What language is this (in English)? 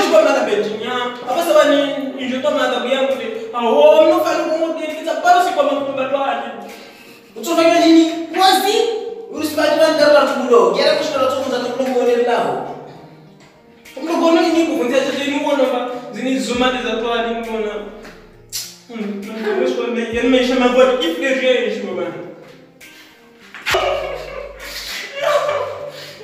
Swahili